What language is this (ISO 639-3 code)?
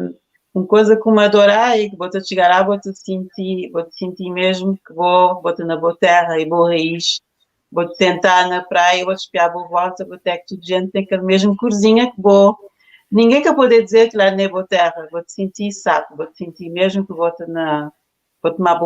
kea